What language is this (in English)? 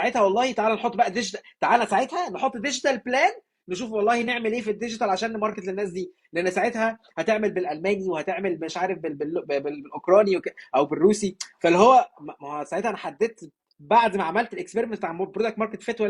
Egyptian Arabic